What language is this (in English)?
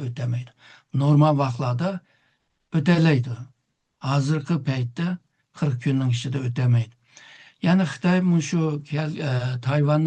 Uyghur